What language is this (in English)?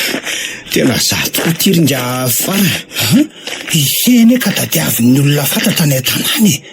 Malagasy